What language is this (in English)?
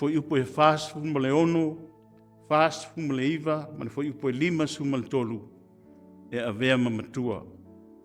Samoan